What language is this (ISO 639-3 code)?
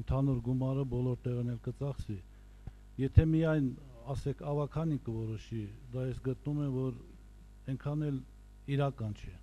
hye